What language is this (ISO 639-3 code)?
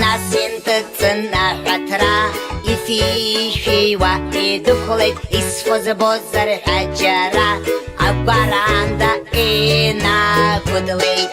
abk